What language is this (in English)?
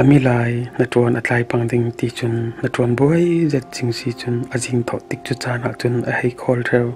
Falam Chin